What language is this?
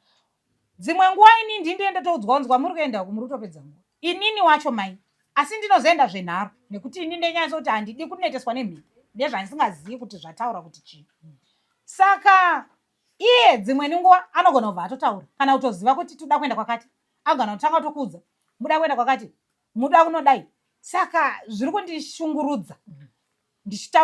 Shona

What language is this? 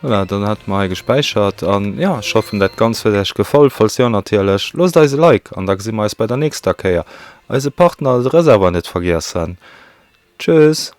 Luxembourgish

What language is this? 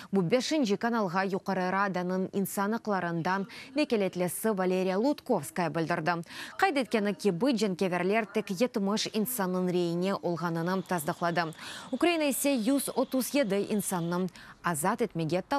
Crimean Tatar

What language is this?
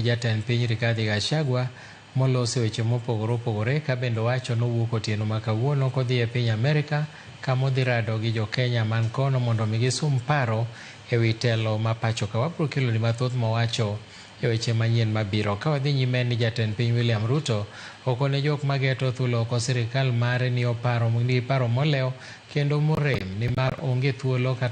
Luo (Kenya and Tanzania)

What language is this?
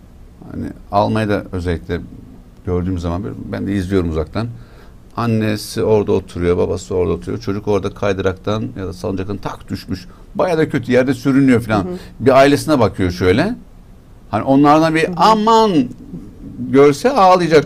Turkish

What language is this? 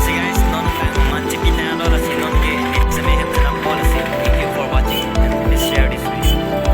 Karbi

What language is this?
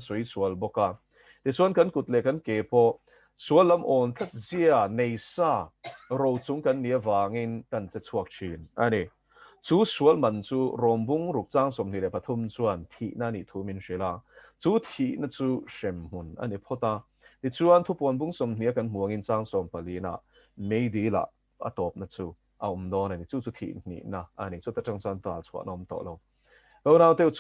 Mizo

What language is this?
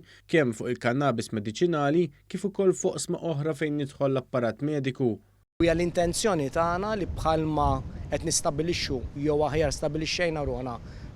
Maltese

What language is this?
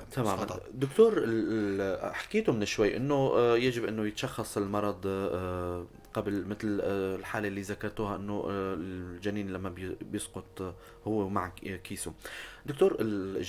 North Levantine Arabic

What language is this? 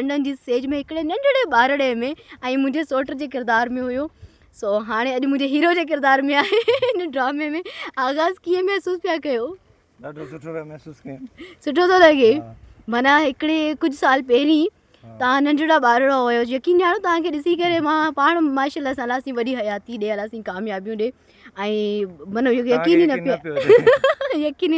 Sindhi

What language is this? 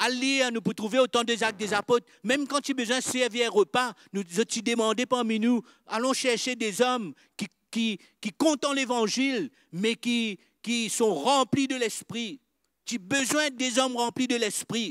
Morisyen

